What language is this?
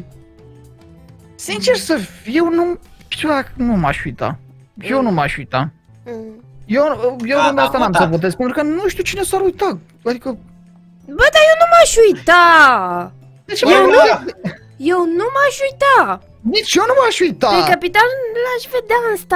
Romanian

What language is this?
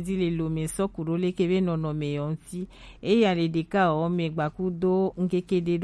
Gen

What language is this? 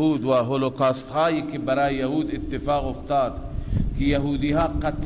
Persian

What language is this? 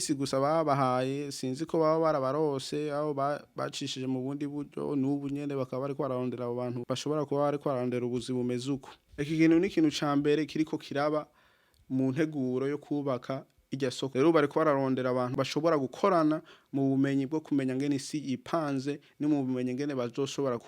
Rundi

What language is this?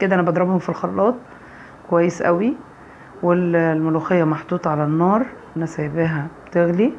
Egyptian Arabic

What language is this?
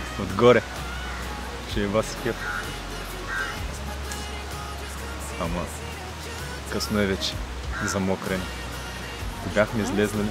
Bulgarian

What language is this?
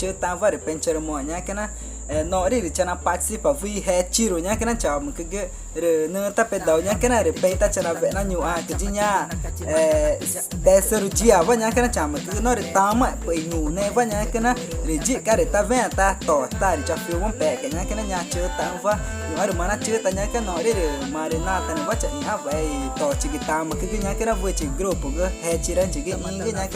Ticuna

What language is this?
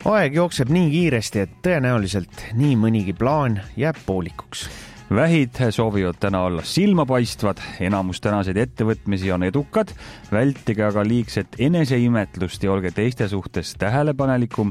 Estonian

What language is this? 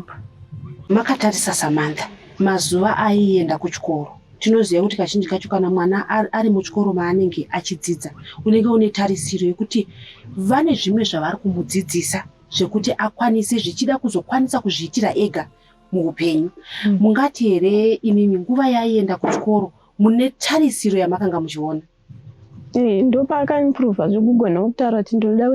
Shona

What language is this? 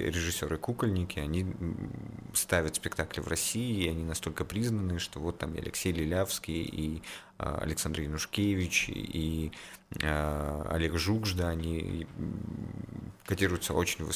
Russian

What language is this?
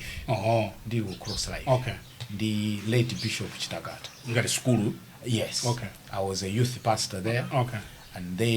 Nyanja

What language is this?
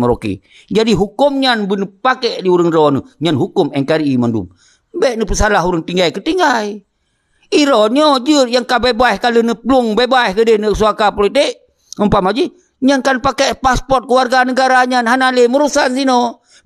Achinese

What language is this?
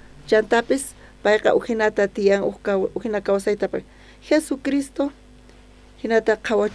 South Bolivian Quechua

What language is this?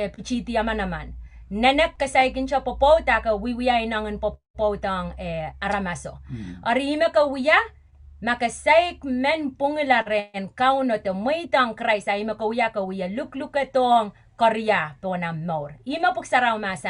Pohnpeian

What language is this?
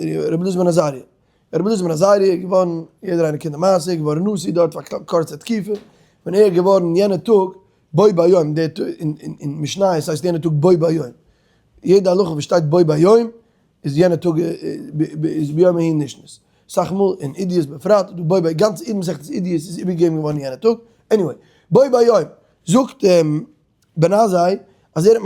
Yiddish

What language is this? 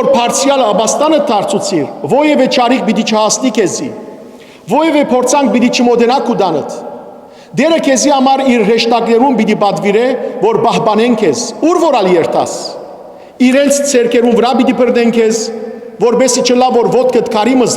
Western Armenian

